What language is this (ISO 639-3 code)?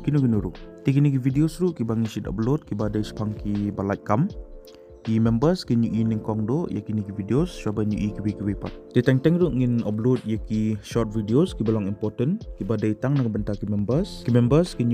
kha